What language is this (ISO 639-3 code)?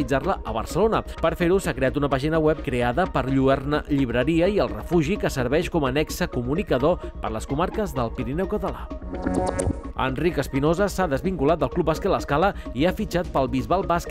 cat